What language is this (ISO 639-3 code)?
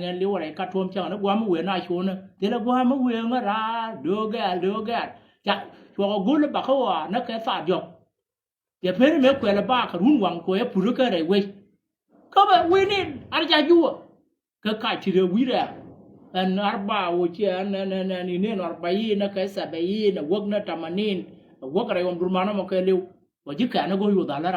nus